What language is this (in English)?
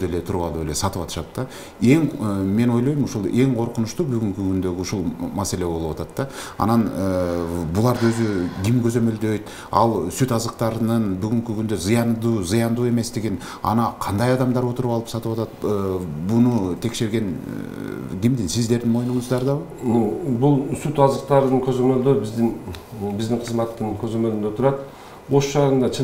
Kyrgyz